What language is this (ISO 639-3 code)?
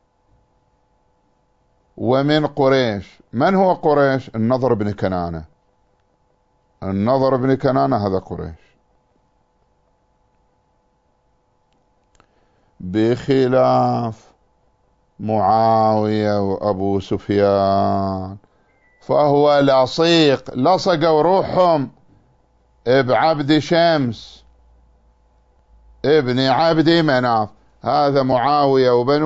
ara